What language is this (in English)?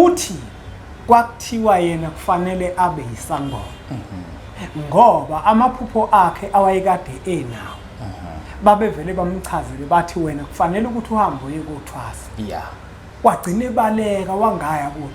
Zulu